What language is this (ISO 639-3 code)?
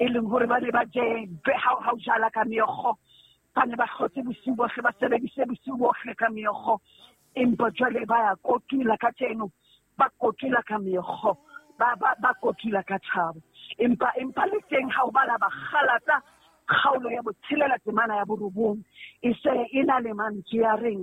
sot